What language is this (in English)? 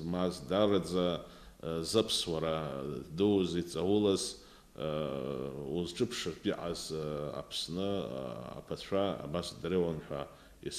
Abkhazian